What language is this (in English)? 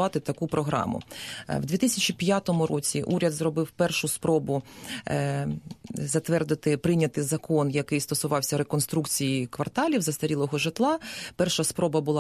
Ukrainian